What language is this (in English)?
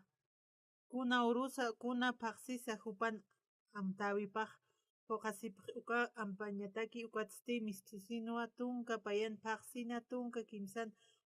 Aymara